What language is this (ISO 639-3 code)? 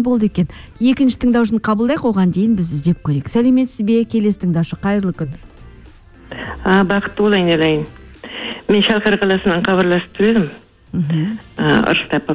kaz